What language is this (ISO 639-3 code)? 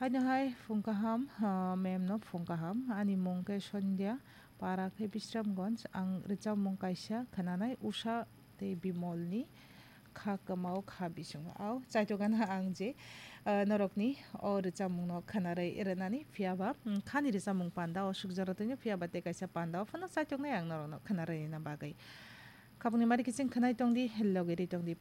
trp